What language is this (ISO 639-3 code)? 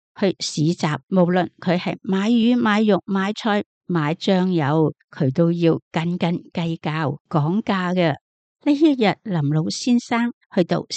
yue